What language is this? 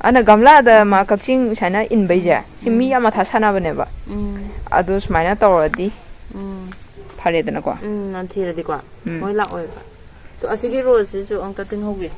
Manipuri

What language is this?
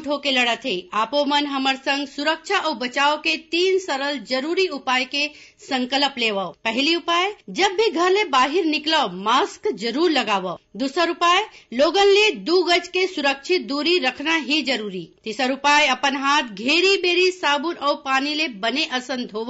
Chhattisgarhi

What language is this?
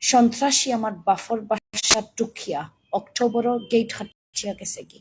Sylheti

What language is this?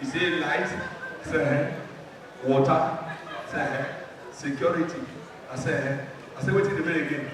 Nigerian Pidgin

